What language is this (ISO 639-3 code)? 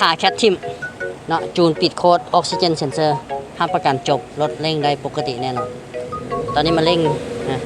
lao